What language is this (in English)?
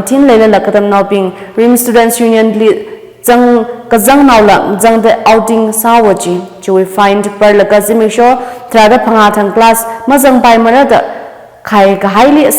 Tangkhul Naga (India)